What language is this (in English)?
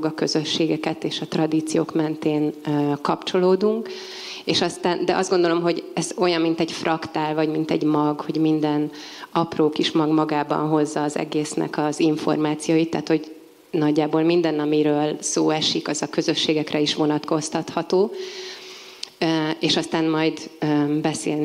Hungarian